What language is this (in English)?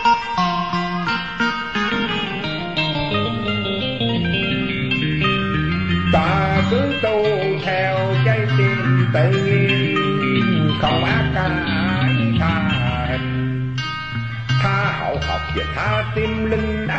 Vietnamese